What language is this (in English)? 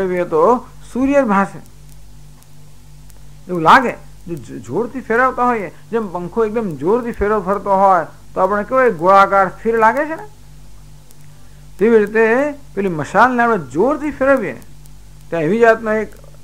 Gujarati